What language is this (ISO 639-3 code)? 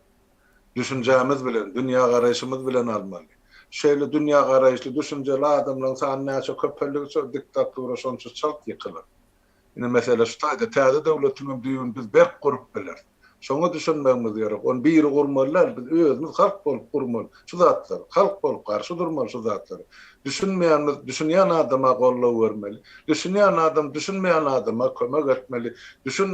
tuk